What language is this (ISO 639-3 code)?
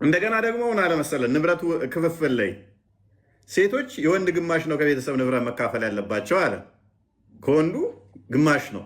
amh